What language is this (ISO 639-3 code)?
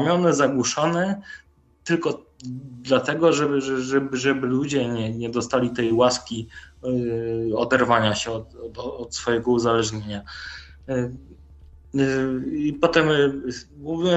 pol